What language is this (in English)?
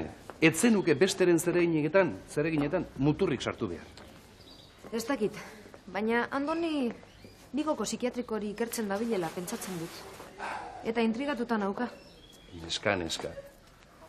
Basque